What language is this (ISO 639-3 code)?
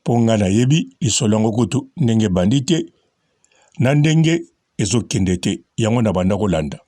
lin